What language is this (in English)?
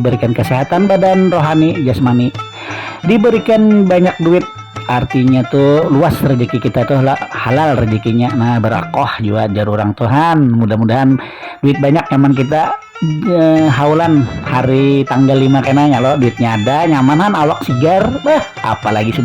Banjar